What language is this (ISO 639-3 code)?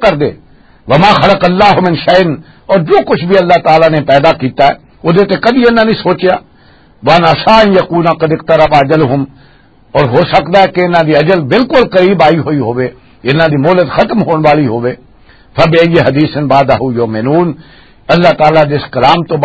lah